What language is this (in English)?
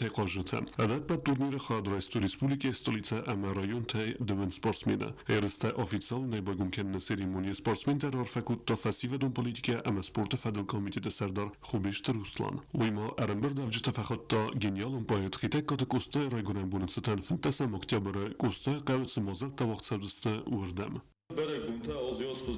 Ossetic